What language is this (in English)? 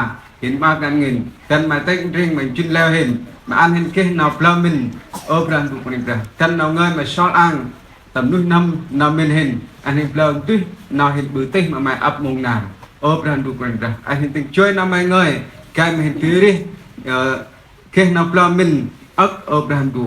Central Mnong